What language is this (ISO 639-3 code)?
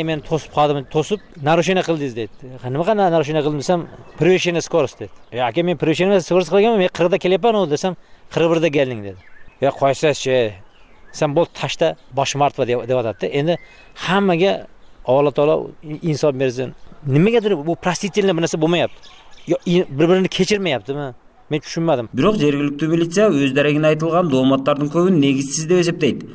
kir